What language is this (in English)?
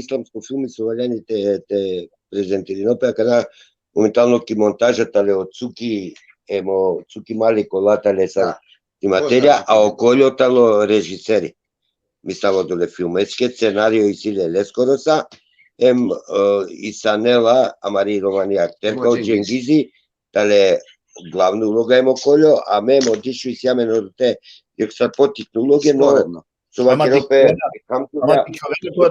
Balkan Romani